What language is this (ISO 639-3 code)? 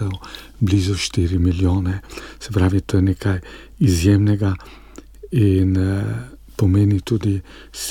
slv